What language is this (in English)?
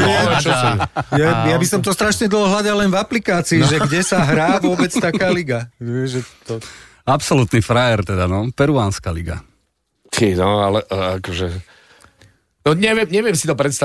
Slovak